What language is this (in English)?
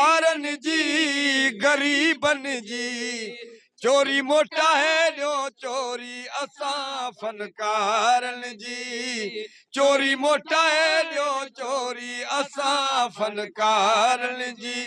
Sindhi